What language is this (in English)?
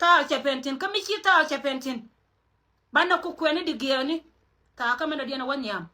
Nuer